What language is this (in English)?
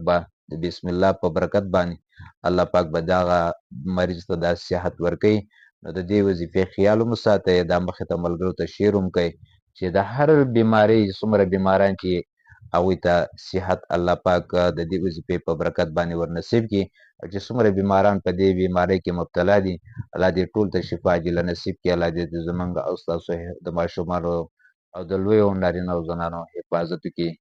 Pashto